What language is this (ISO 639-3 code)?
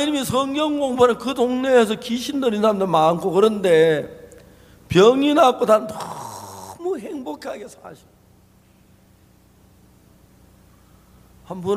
kor